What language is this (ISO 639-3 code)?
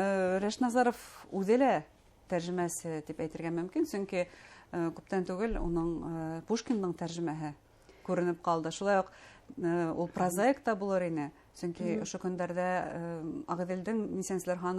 bak